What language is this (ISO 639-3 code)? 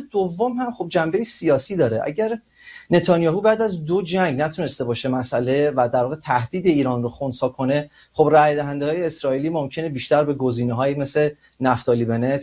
fas